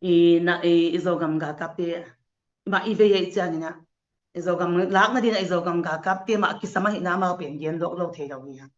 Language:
Tedim Chin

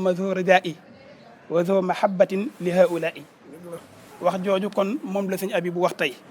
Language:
Wolof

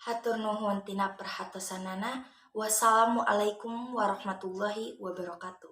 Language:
Sundanese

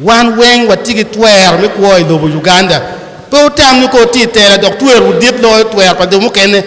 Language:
Acoli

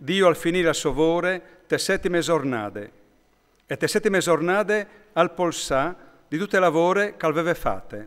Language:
Friulian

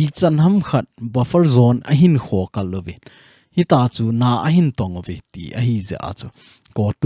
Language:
Thado Chin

